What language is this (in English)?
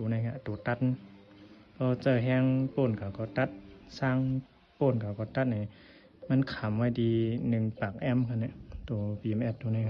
Shan